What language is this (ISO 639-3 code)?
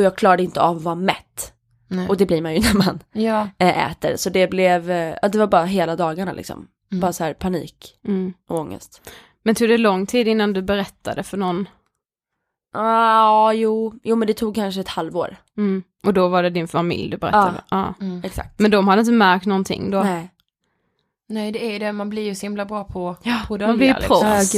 swe